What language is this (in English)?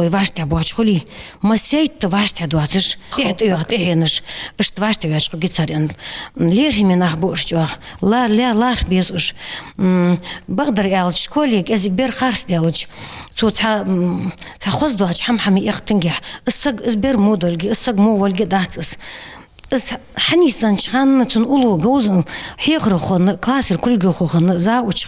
Ingush